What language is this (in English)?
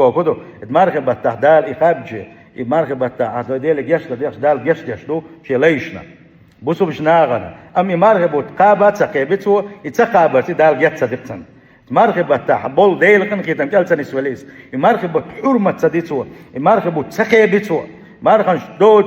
Chechen